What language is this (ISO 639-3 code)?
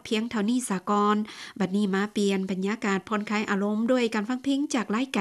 lao